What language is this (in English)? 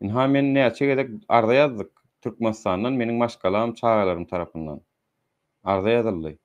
Turkmen